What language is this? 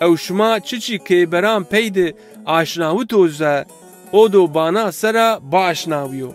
Zaza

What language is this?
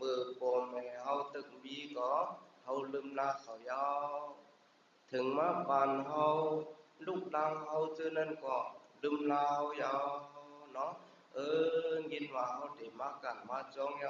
Shan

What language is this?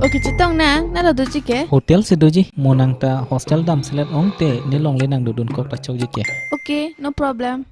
Karbi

